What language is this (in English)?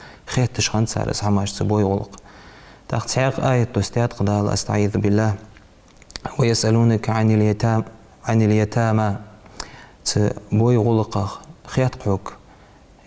Ingush